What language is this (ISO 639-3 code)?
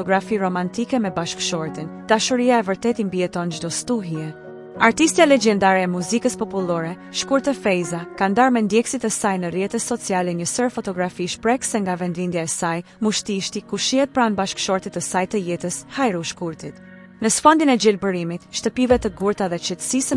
sqi